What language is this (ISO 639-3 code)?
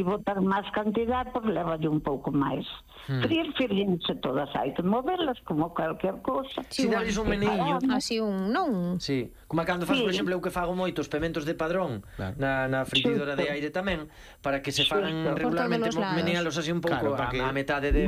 glg